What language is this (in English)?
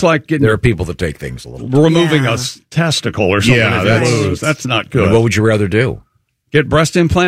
English